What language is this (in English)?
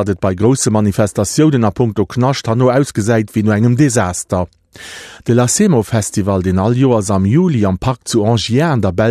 Luxembourgish